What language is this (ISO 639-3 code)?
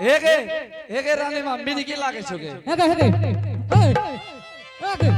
anp